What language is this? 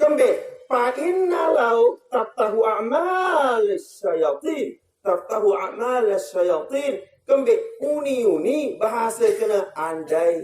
Sasak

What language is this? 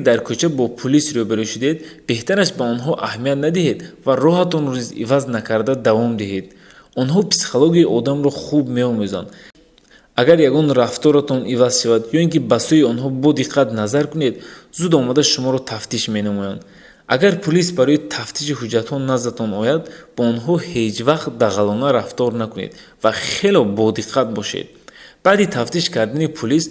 Tajik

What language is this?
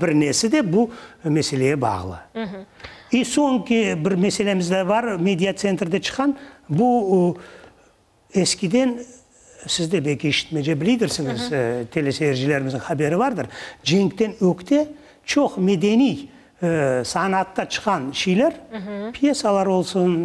Crimean Tatar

